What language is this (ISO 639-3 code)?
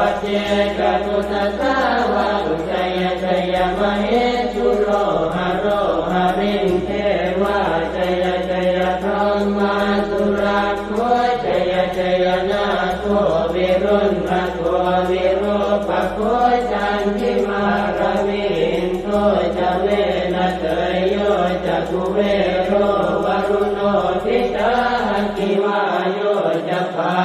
pli